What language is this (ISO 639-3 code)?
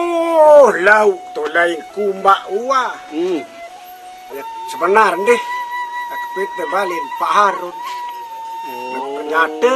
sas